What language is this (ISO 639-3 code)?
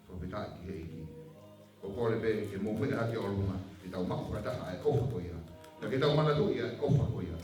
ton